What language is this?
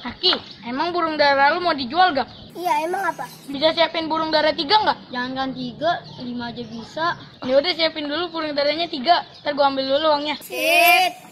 Betawi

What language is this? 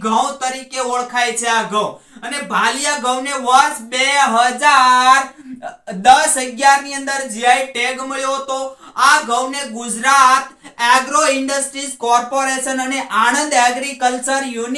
Gujarati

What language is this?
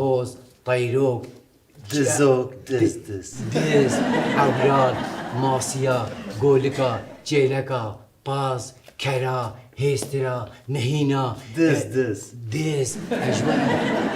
Kurdish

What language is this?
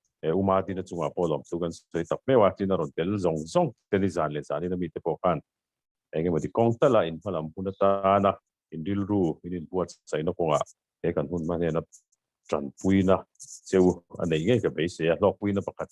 Mizo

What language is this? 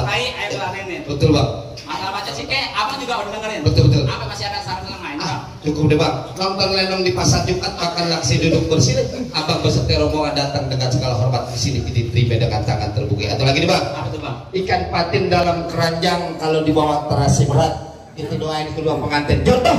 Betawi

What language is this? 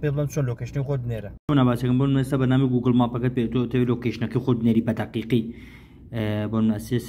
Central Kurdish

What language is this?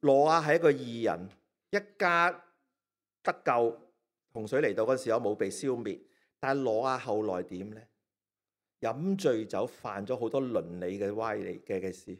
Cantonese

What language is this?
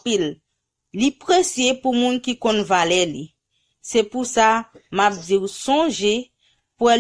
Haitian Creole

